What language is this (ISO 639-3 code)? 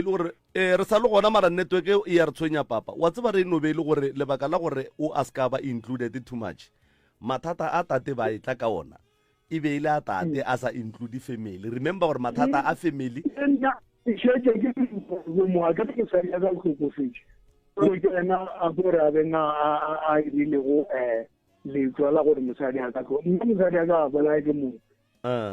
nso